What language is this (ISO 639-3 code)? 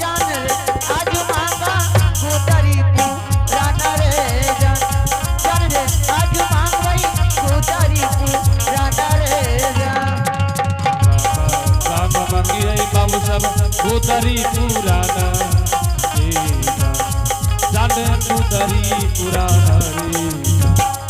anp